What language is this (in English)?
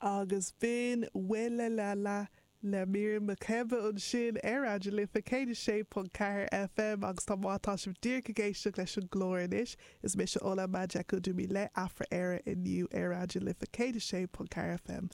Irish